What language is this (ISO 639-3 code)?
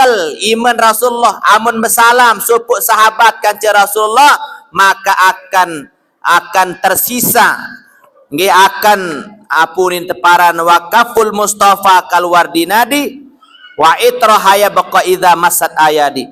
sas